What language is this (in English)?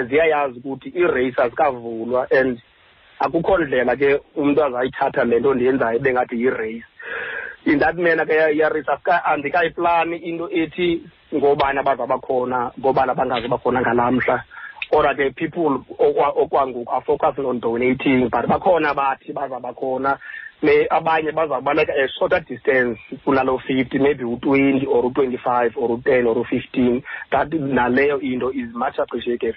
Xhosa